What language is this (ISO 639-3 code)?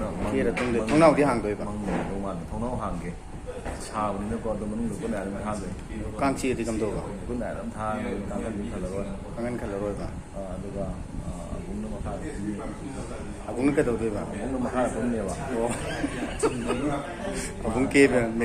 mni